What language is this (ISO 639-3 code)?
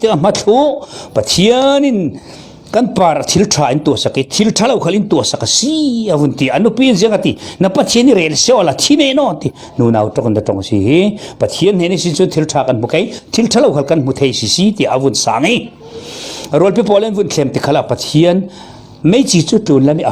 cfm